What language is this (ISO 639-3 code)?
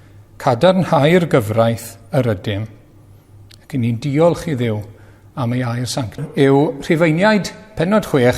cym